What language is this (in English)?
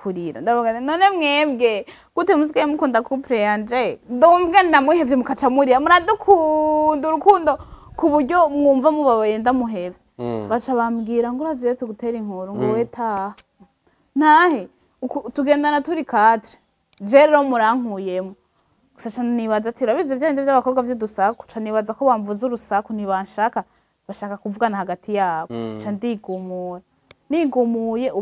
Rundi